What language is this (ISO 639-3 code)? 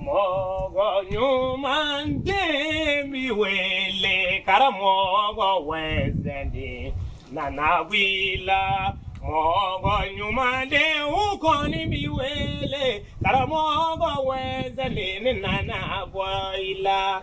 bam